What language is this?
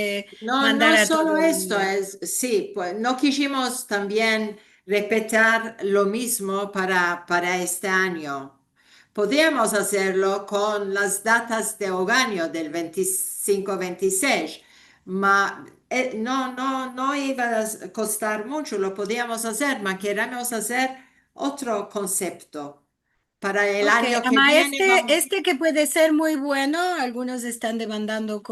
Ladino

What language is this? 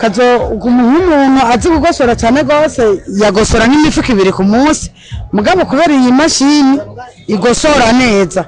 Rundi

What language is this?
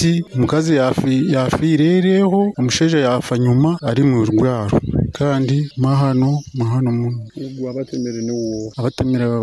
Nyoro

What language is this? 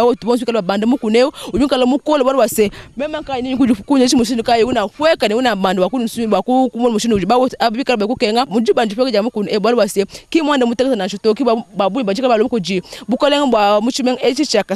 Luba-Lulua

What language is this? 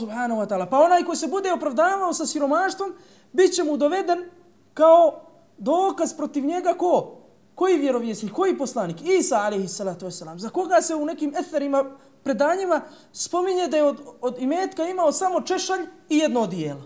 Bosnian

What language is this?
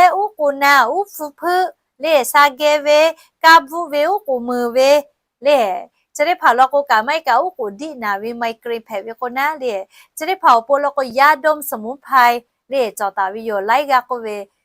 Lahu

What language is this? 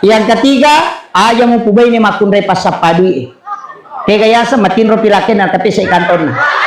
Buginese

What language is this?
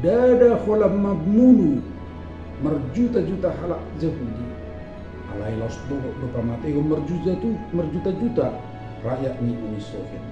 Batak Toba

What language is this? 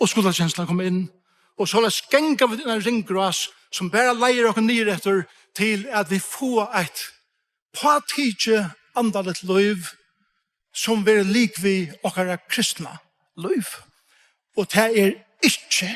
Faroese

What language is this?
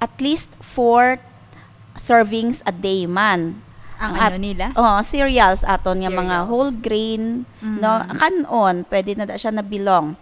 Hiligaynon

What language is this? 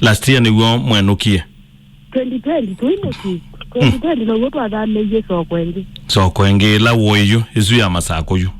Kamba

